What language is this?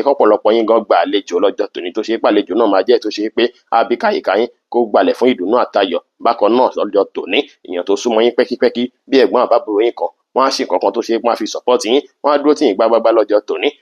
Yoruba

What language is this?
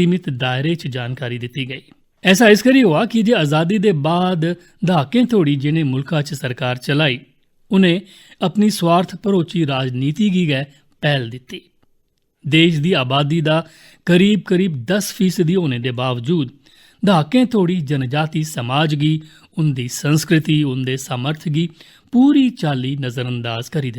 Dogri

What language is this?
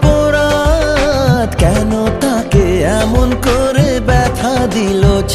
Bangla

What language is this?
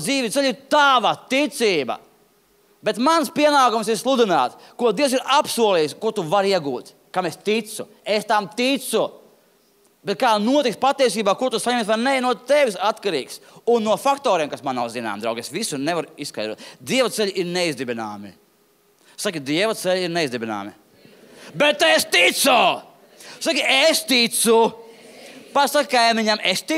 Latvian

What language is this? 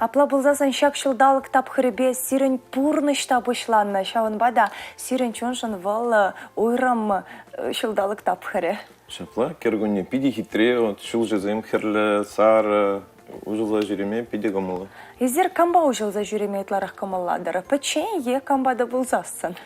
Chuvash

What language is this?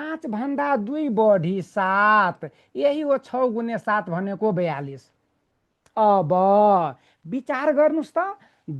Nepali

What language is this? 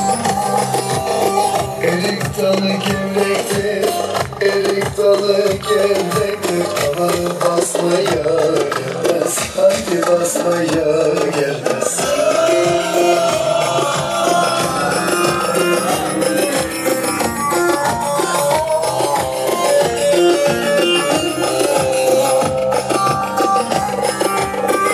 Turkish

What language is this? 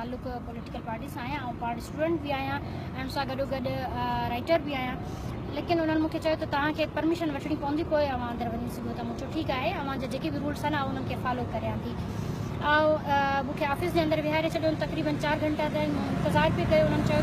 Sindhi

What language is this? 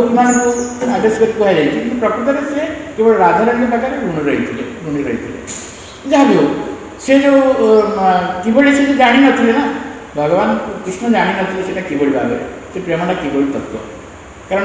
Odia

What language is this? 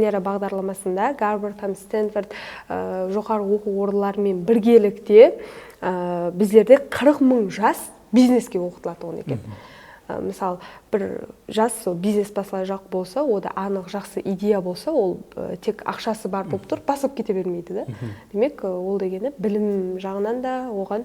Kara-Kalpak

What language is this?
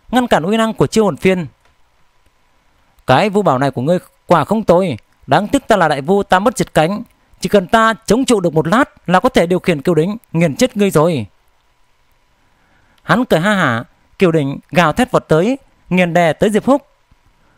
Vietnamese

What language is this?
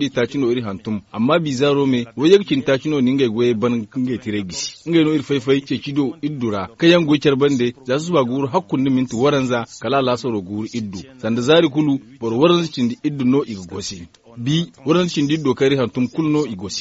Zarma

